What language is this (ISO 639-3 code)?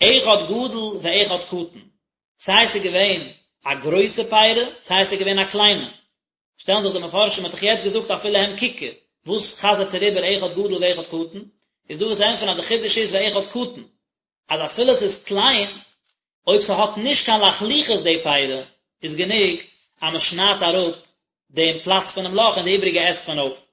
yid